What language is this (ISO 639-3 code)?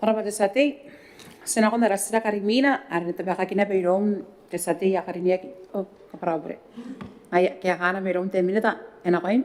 gil